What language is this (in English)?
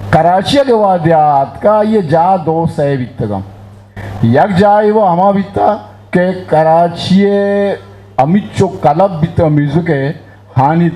Eastern Balochi